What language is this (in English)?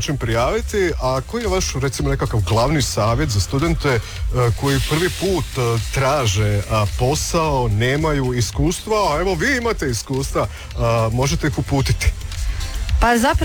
Croatian